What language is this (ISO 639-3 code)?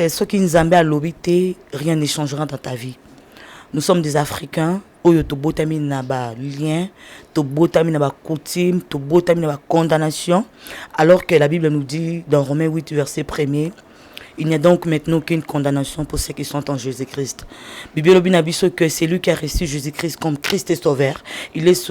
lin